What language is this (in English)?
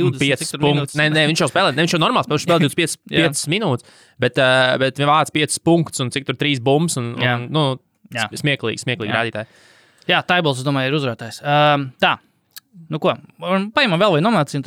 Latvian